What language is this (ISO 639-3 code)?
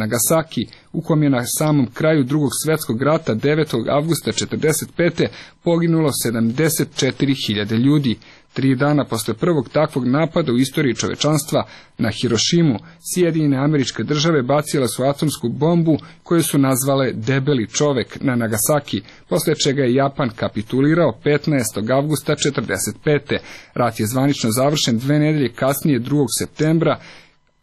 srp